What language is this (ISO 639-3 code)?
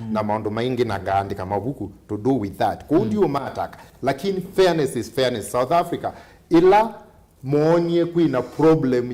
kam